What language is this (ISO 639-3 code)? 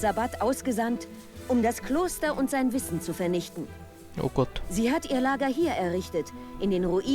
bar